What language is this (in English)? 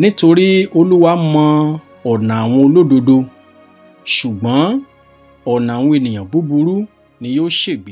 Yoruba